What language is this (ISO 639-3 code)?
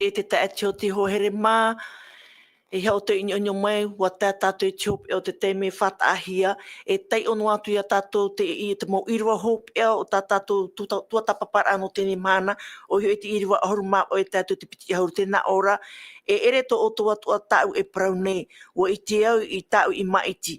tah